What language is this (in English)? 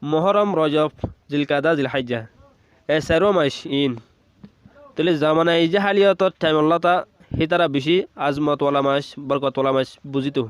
Rohingya